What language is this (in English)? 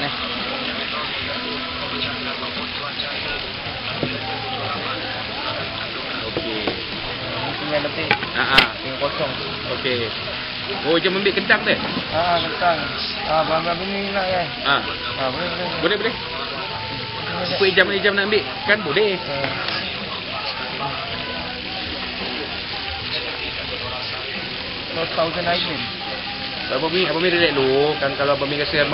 Malay